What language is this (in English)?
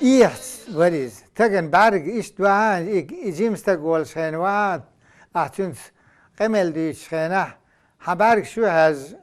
Chechen